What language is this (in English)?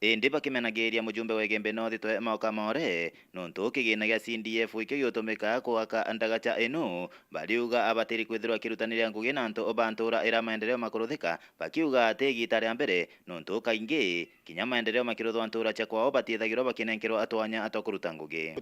Meru